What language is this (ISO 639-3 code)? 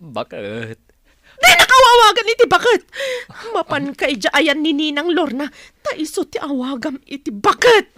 ilo